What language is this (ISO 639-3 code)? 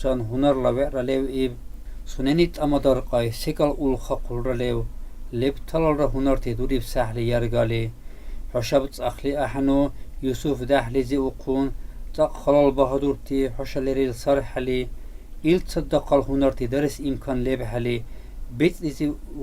dar